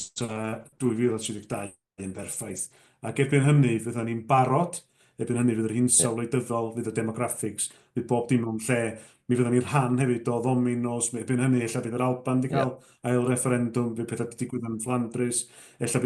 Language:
Welsh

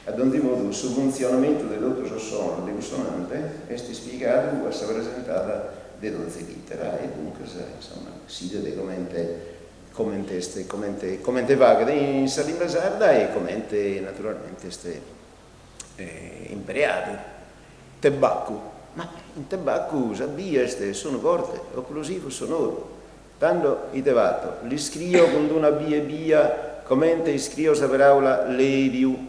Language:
Sardinian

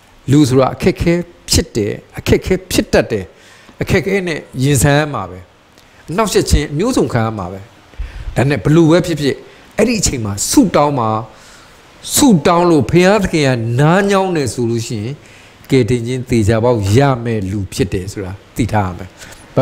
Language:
Burmese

